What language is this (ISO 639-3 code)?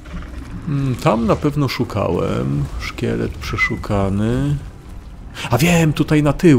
pol